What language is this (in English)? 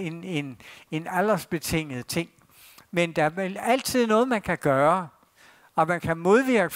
Danish